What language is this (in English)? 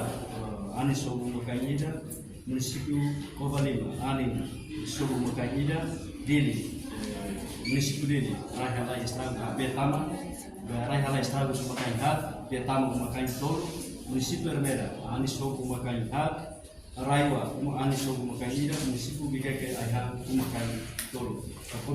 Tetum